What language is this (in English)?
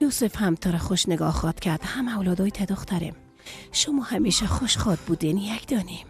Persian